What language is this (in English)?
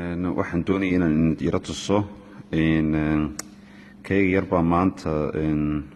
Somali